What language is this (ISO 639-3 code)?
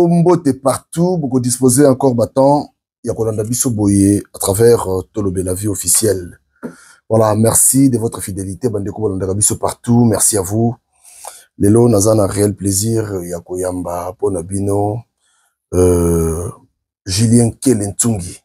lin